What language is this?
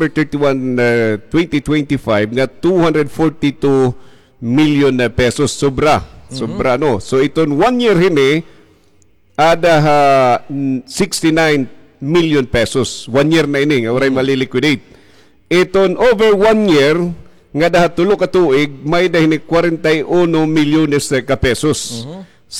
Waray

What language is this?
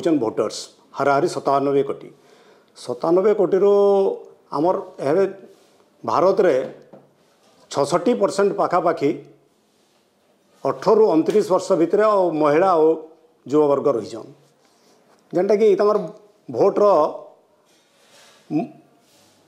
Odia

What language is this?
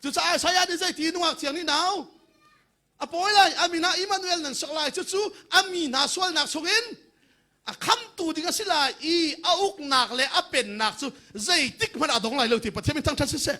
Hakha Chin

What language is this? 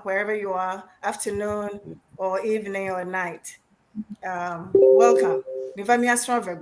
Ewe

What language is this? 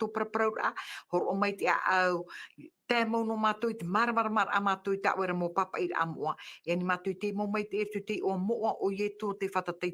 Tahitian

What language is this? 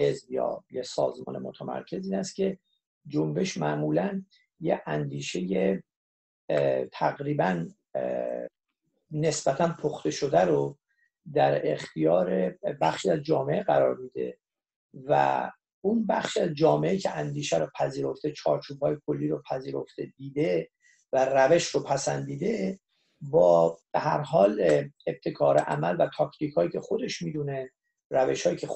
Persian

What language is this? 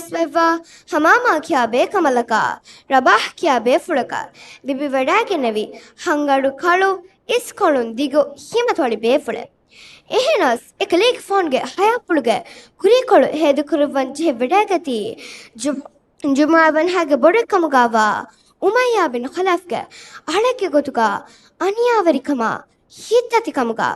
Divehi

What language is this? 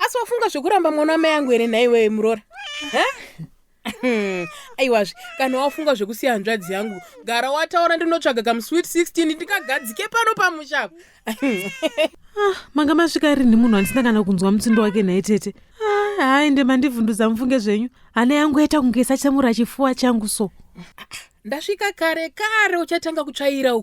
Shona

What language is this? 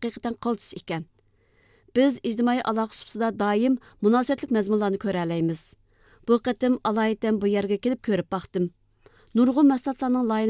Uyghur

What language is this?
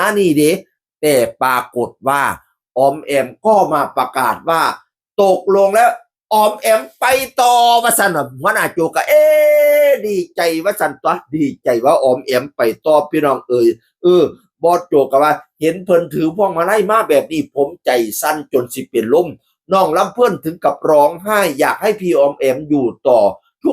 Northeastern Thai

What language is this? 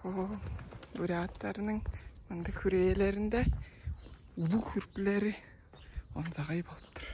Tuvinian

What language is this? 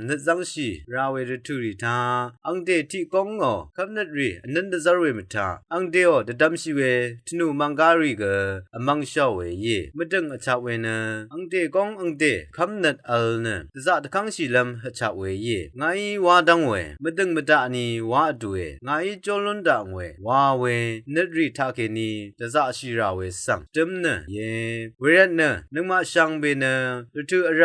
Rawang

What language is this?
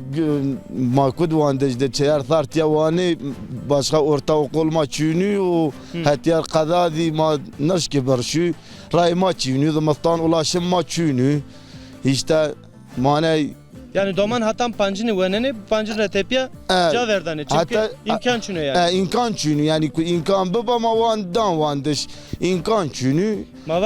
Zaza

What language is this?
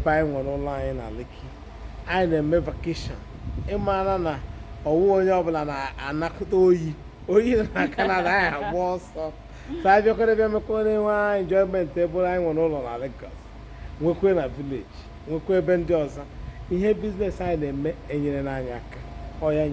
Igbo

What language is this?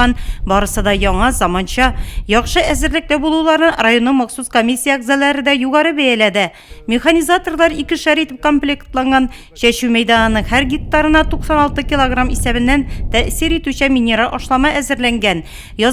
Tatar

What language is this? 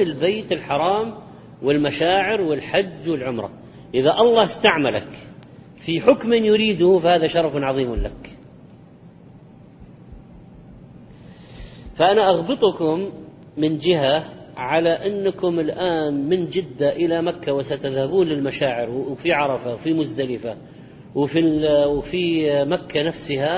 Arabic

